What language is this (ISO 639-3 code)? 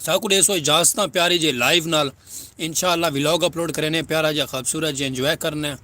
skr